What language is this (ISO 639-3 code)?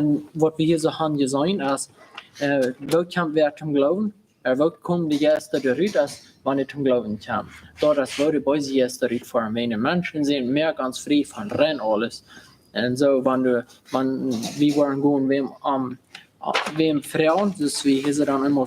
pdt